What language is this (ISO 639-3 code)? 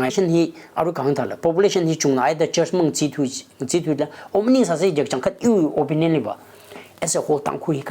nmf